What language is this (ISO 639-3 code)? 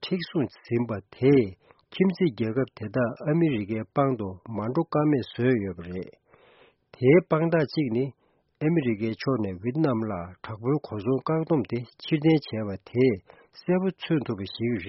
bod